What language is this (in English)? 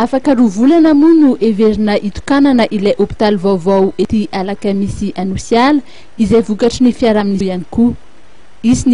Malagasy